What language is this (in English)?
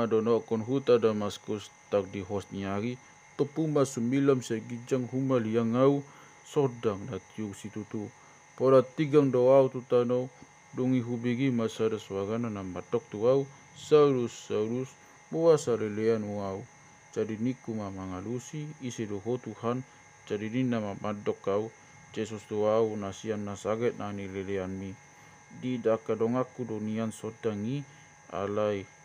Batak Toba